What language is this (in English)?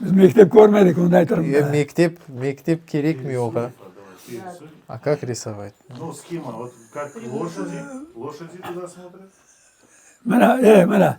Crimean Tatar